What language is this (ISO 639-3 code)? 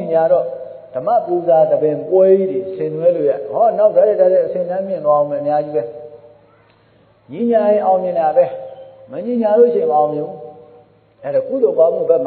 mya